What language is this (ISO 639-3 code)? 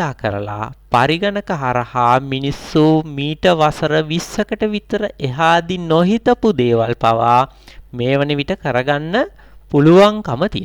sin